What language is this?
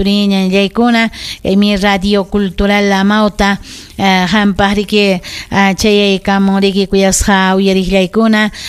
Ayacucho Quechua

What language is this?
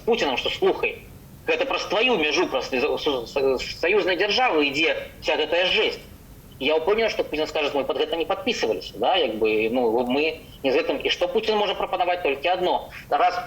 Belarusian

